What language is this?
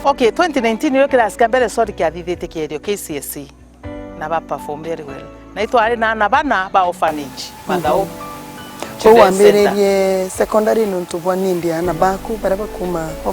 Meru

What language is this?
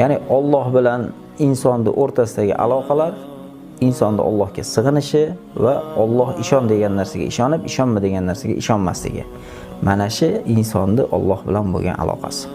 Uzbek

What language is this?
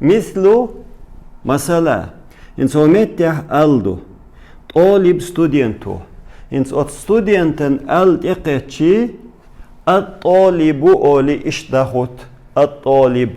Chechen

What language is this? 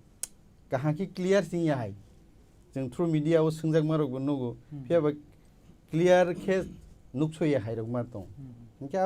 Kok Borok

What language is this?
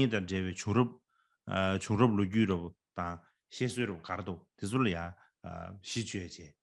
Tibetan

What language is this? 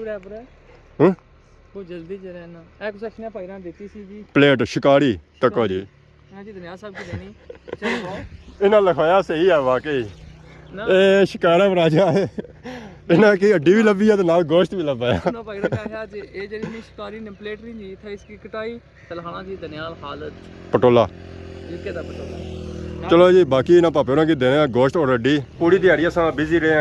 Pahari-Potwari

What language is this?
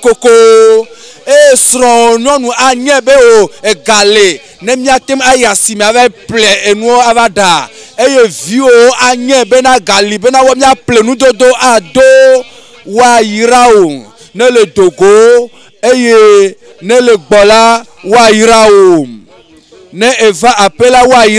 Ewe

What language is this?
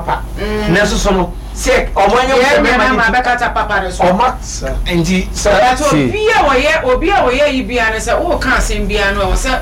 Akan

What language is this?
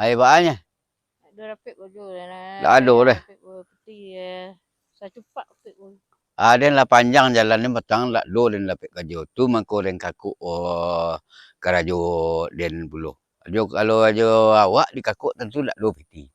Minangkabau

